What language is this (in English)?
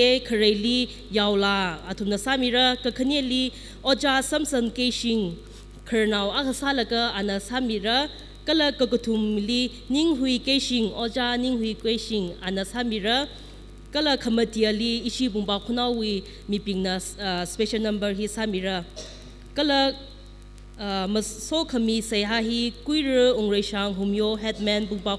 Tangkhul Naga (India)